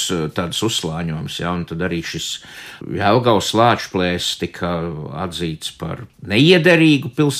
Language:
Latvian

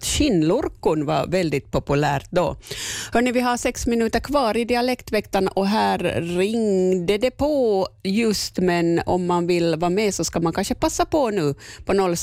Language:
Swedish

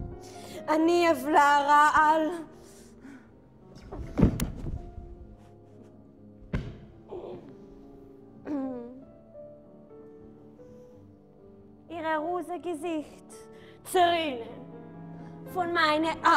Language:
Hebrew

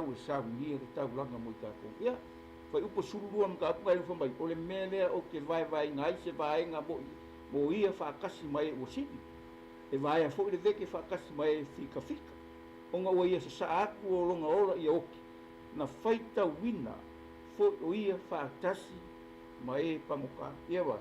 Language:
Samoan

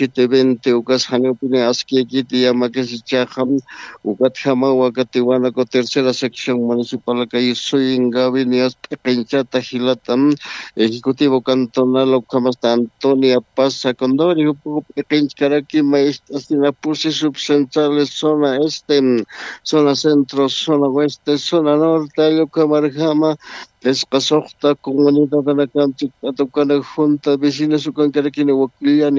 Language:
Aymara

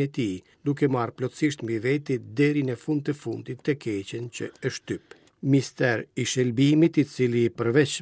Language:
Albanian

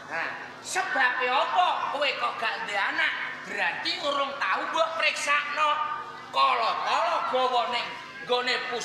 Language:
Javanese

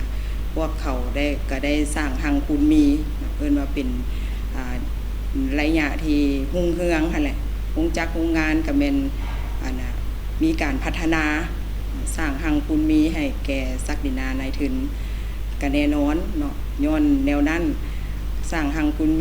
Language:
Lao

